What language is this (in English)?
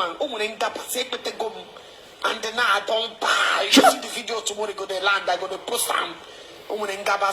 Igbo